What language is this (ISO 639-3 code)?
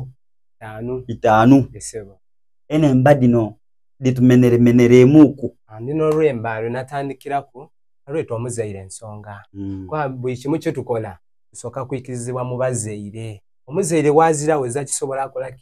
xog